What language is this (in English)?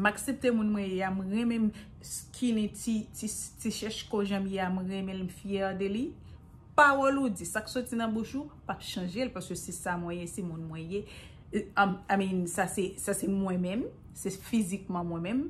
Haitian Creole